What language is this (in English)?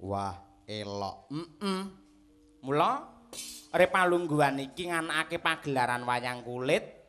Javanese